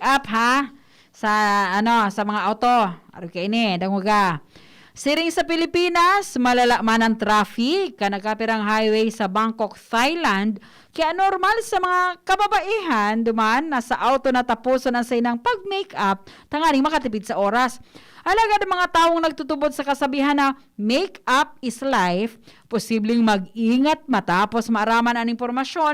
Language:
Bikol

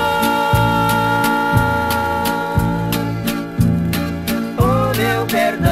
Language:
Portuguese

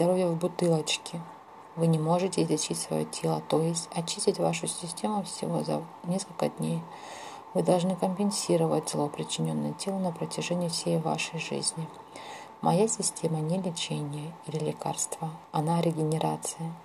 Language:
Russian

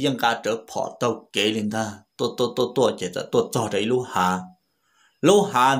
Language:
Vietnamese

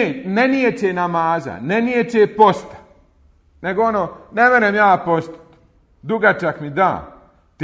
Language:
Bosnian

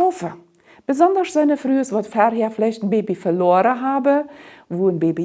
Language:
Plautdietsch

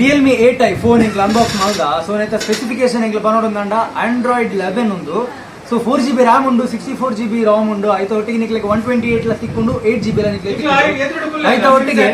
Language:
Tulu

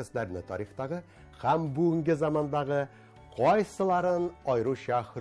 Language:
Tatar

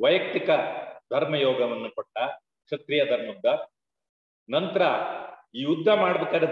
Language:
Kannada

